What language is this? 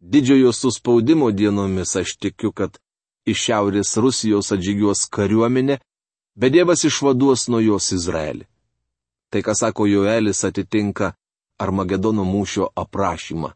Lithuanian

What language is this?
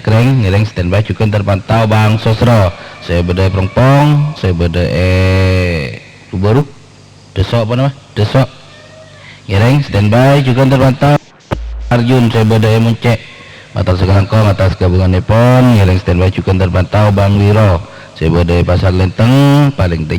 Madurese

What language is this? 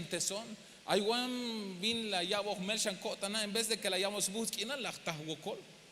Tzeltal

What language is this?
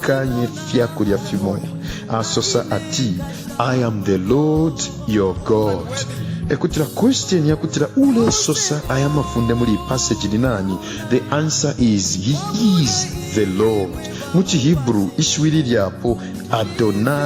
Bemba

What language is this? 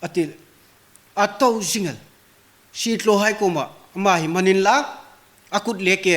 Hmar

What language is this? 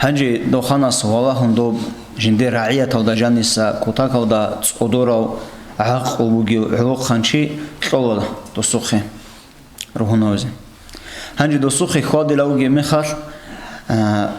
Avaric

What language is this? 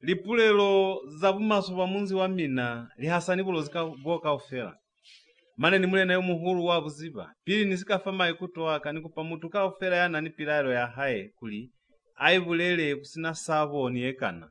Lozi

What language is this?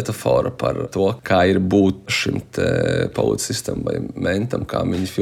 Latvian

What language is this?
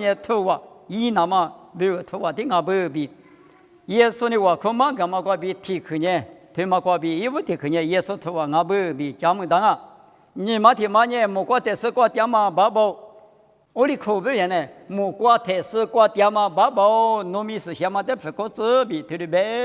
Lisu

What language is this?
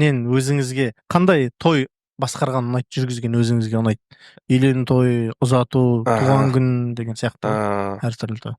Kazakh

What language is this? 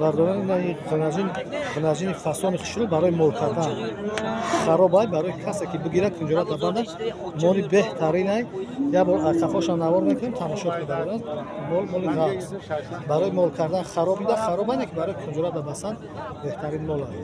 Tajik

